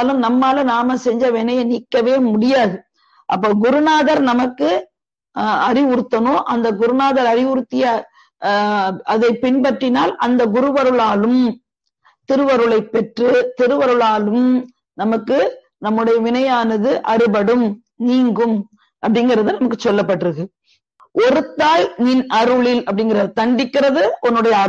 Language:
Tamil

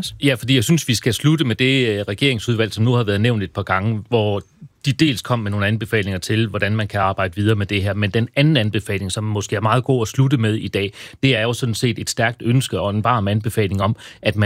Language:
Danish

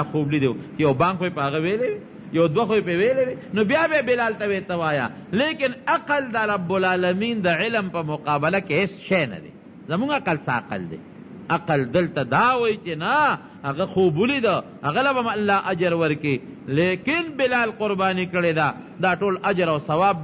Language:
Pashto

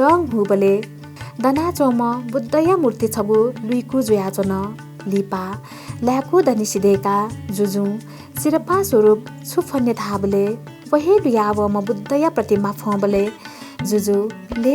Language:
Newari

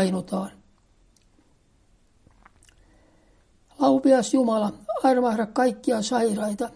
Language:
Finnish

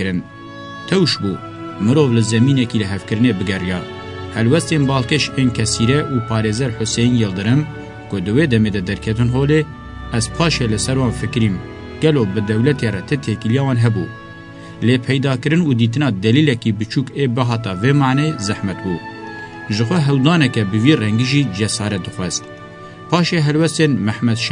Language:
Kurdish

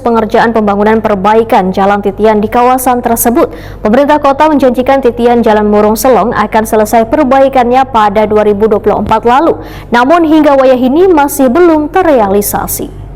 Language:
Banjar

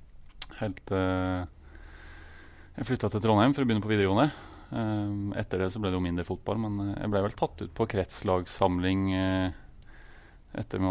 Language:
Norwegian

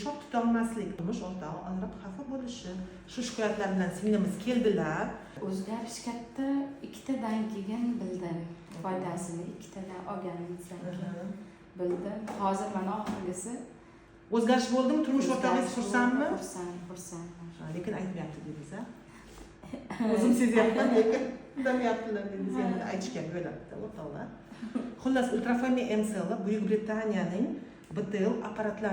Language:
Uzbek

